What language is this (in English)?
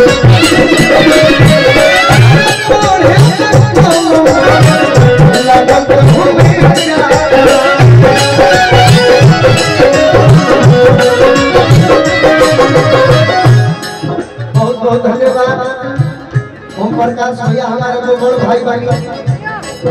Bhojpuri